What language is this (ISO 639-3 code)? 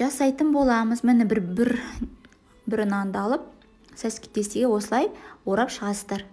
kaz